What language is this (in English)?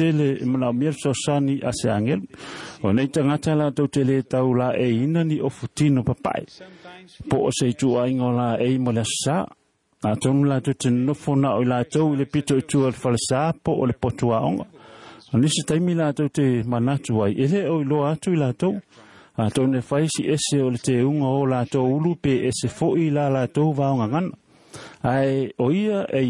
Samoan